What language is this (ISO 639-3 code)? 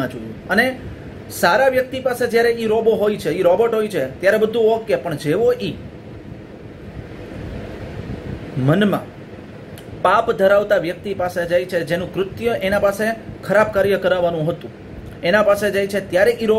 guj